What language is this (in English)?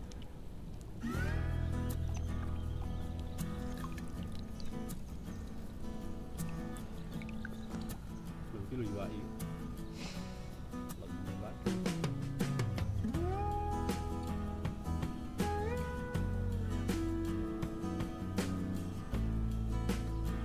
Indonesian